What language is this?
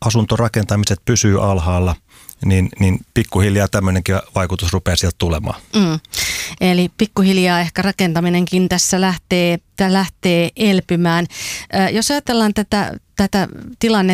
Finnish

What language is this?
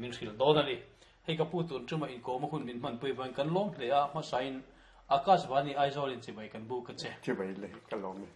Mizo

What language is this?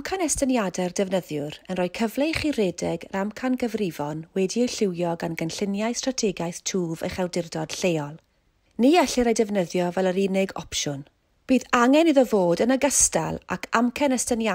Welsh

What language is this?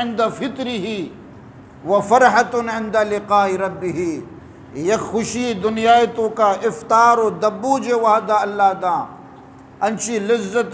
Eastern Balochi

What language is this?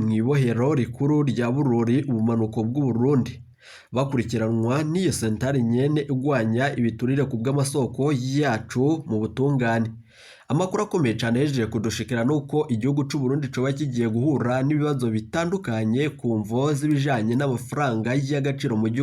Rundi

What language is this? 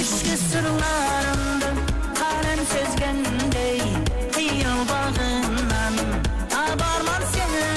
Kara-Kalpak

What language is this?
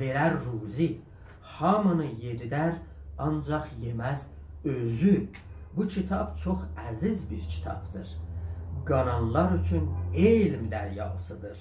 South Azerbaijani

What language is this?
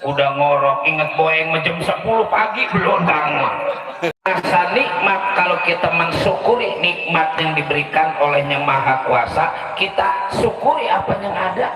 Betawi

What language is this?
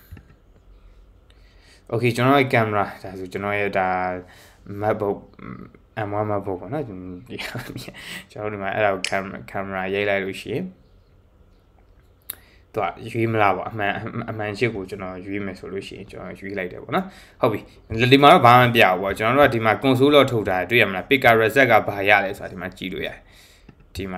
Burmese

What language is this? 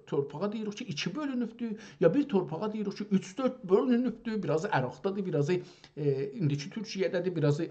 South Azerbaijani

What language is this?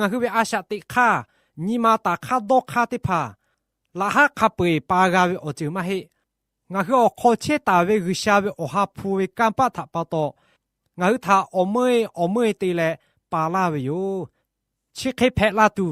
Lahu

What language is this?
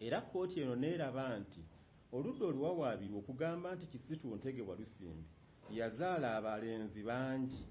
Ganda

